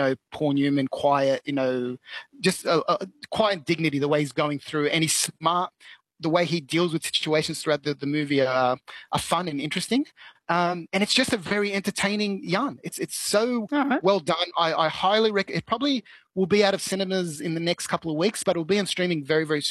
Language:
English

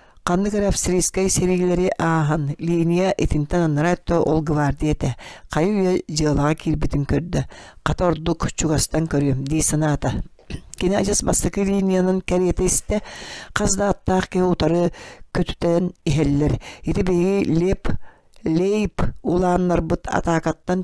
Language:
Yakut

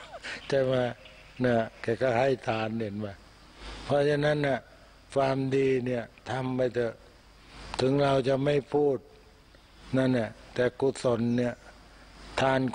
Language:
Thai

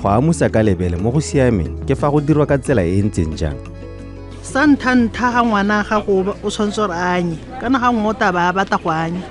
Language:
Tswana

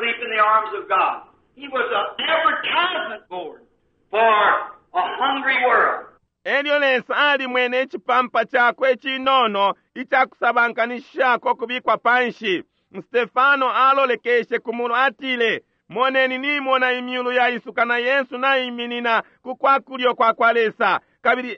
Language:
Bemba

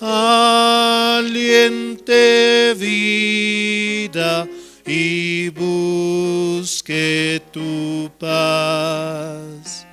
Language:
Aymara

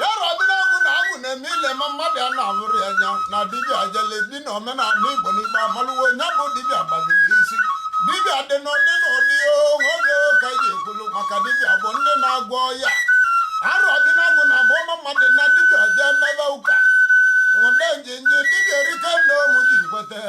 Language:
Igbo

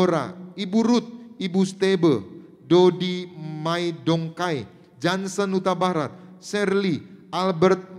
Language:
Indonesian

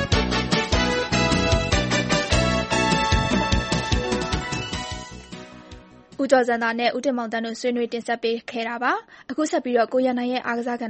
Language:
Burmese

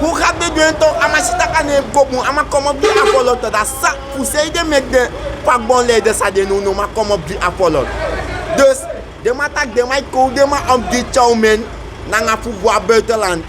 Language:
Sranan Tongo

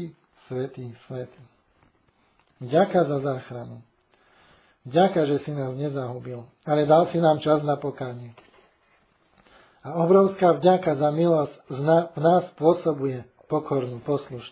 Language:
Slovak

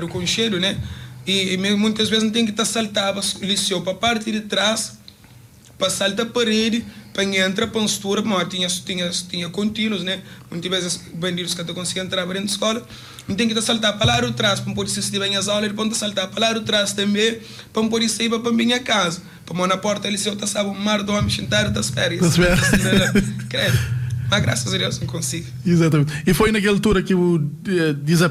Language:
Kabuverdianu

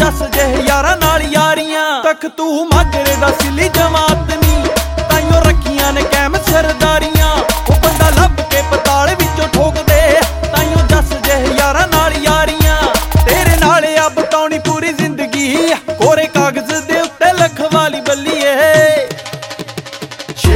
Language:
Punjabi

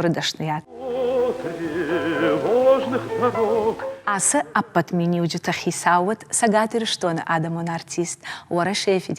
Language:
Ossetic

